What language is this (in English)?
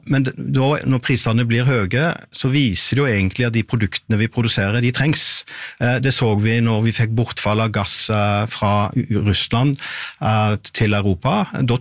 Norwegian